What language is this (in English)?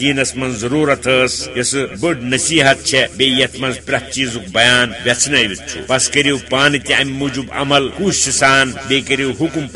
Kashmiri